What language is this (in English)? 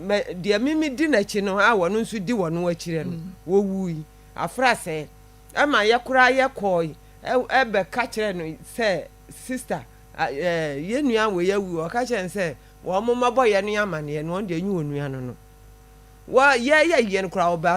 Akan